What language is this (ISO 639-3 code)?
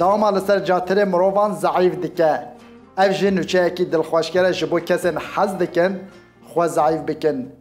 kur